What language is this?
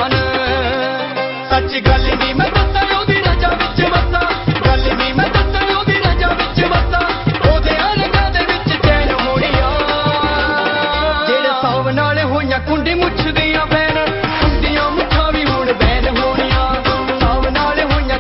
Punjabi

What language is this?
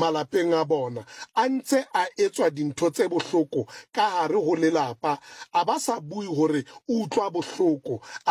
Southern Sotho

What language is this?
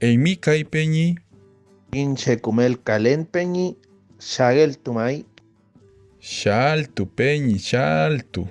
Mapuche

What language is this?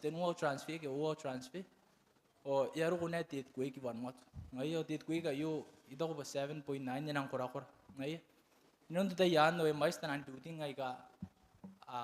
Gilbertese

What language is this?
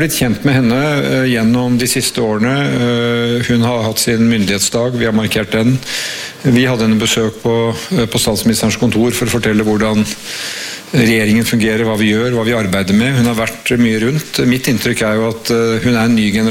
Norwegian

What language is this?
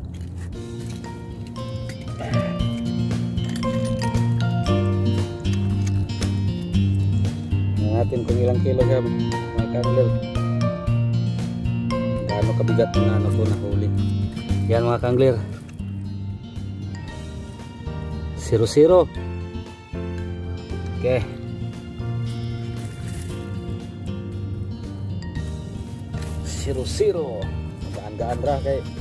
Filipino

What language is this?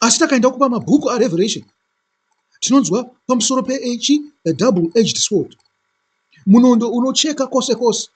Shona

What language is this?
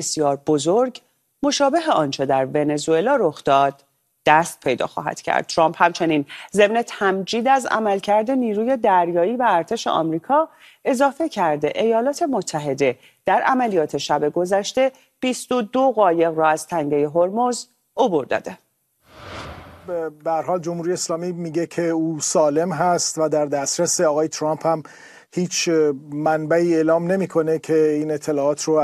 Persian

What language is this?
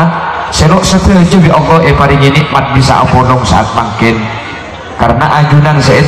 Madurese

